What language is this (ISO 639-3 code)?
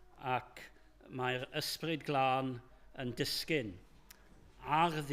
cym